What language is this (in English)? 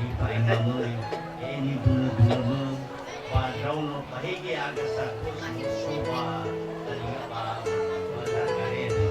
Nias